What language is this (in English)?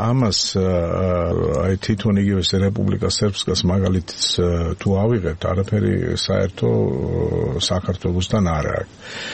Georgian